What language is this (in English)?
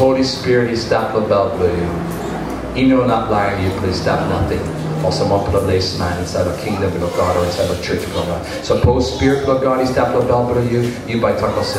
Tok Pisin